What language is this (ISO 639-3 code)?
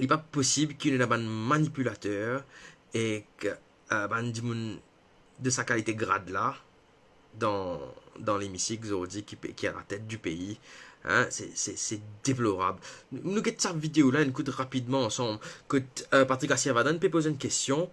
mfe